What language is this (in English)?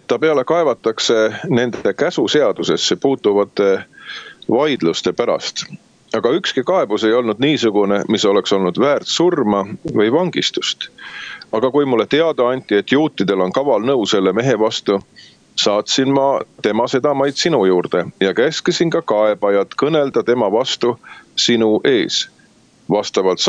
Estonian